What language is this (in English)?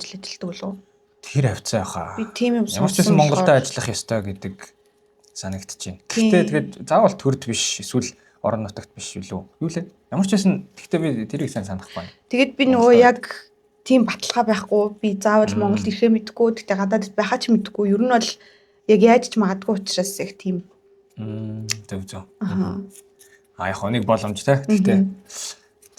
Mongolian